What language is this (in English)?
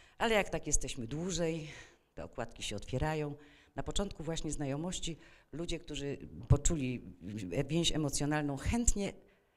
Polish